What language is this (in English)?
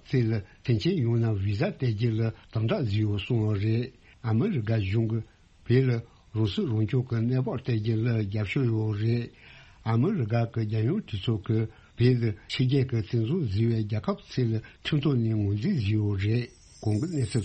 Tibetan